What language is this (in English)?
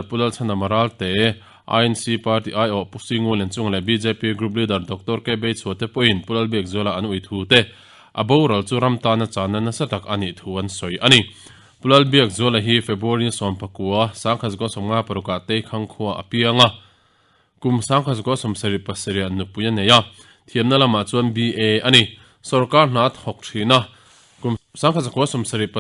Mizo